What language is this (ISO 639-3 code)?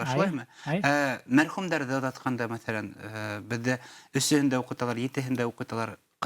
bak